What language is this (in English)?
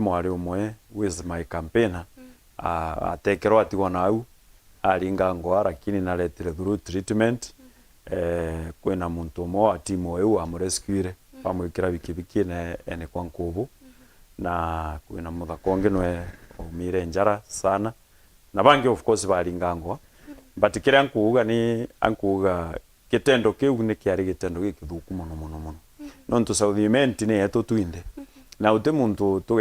Meru